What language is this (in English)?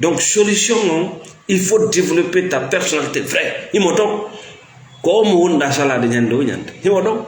Fula